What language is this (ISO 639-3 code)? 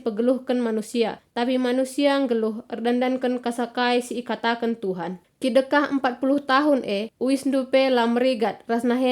btx